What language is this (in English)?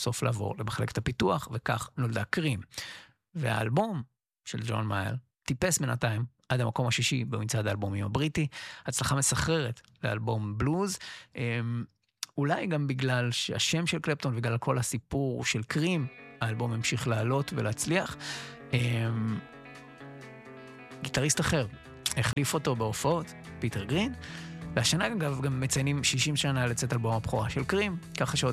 Hebrew